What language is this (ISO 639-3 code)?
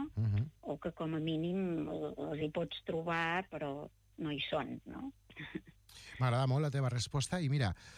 cat